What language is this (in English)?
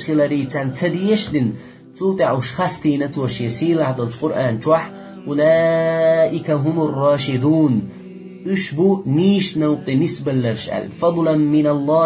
Chechen